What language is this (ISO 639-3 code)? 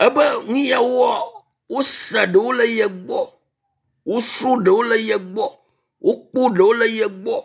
ewe